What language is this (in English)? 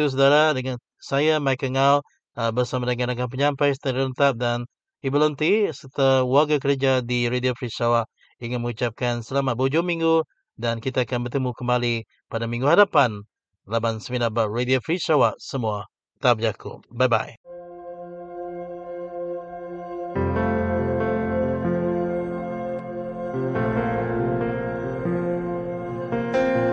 Malay